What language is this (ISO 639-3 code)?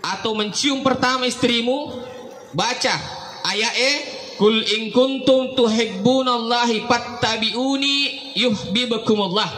bug